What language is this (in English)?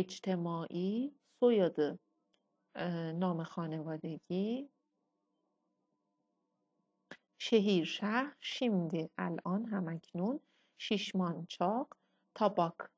Persian